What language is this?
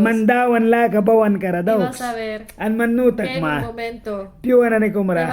Mískito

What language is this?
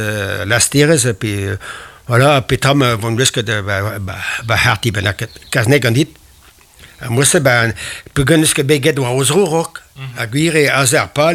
Breton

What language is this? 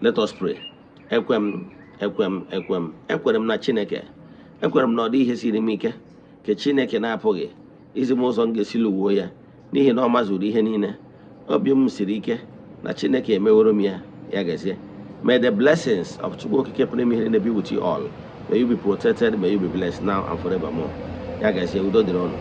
Igbo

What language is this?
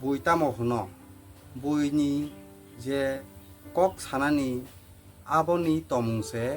Kok Borok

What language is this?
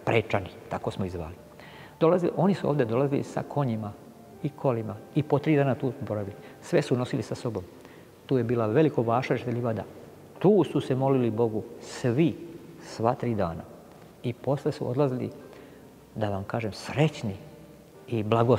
Serbian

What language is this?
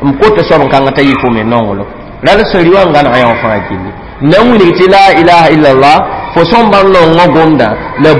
Mossi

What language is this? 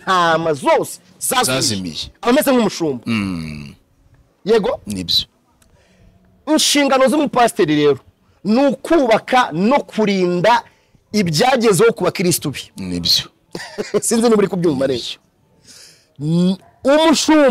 Kinyarwanda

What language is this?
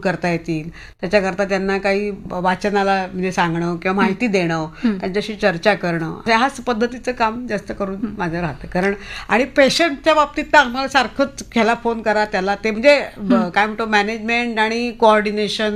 Marathi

